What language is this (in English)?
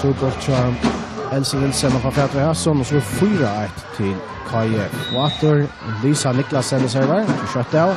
Faroese